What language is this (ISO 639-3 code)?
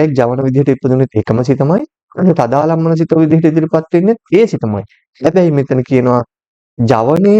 sin